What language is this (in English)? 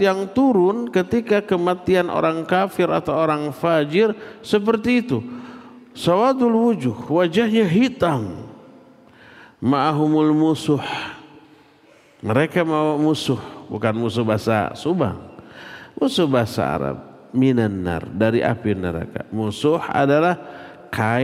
Indonesian